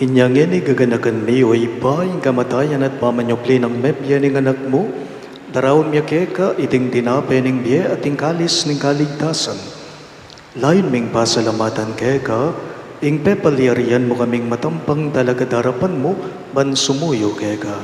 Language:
Pampanga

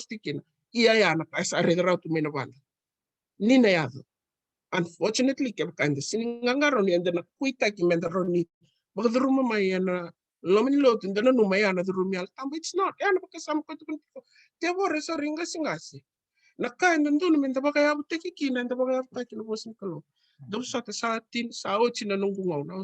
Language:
Fijian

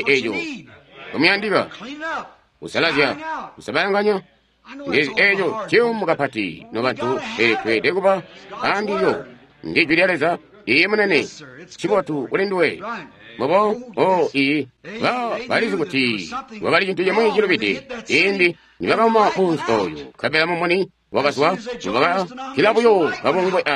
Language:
Tonga (Zambia)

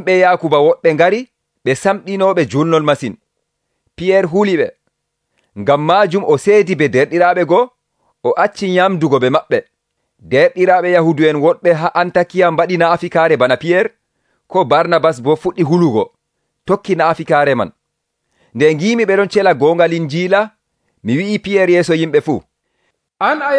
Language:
Nigerian Fulfulde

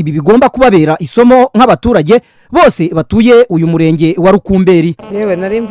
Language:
Kinyarwanda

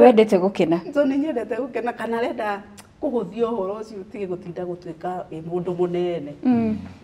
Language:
Kikuyu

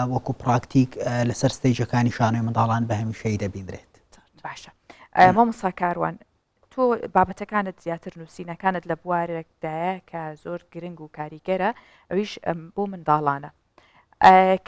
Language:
Central Kurdish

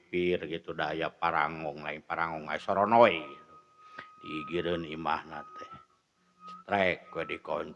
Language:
Sundanese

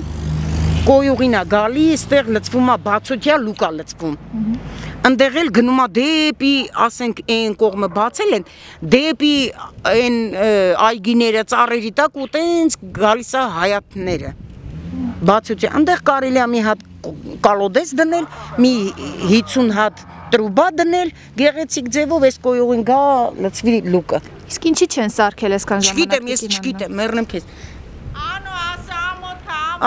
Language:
Armenian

